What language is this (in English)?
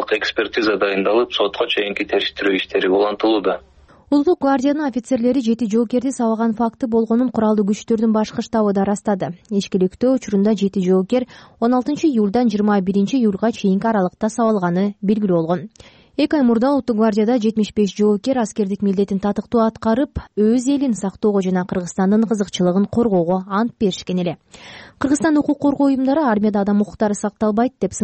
Kyrgyz